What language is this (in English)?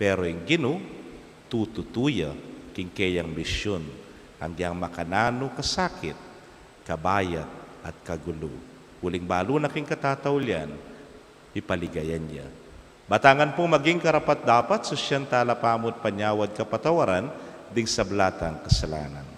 Pampanga